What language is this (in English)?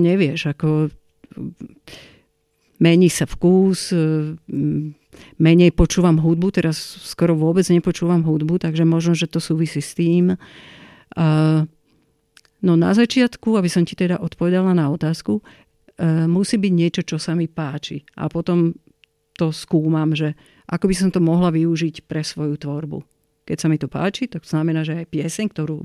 Slovak